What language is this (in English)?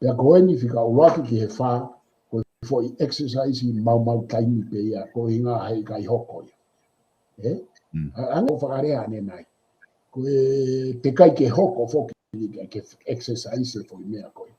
Tongan